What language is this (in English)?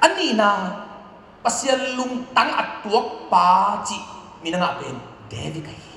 Tedim Chin